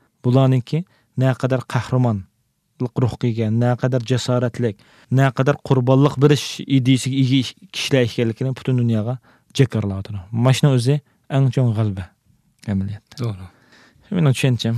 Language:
Uyghur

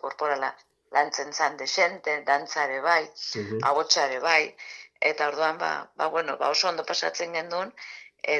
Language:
Basque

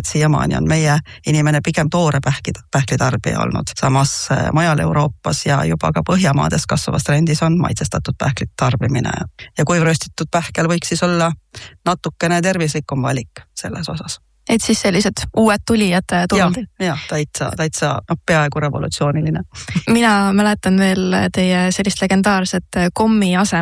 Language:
Estonian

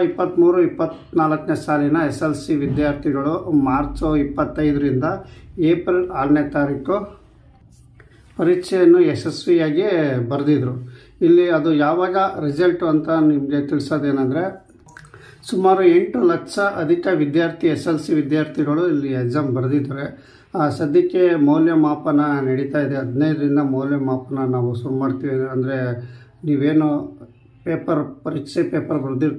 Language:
Kannada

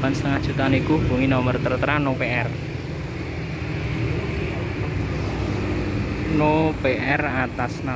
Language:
Indonesian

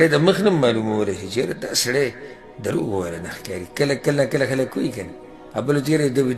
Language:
Pashto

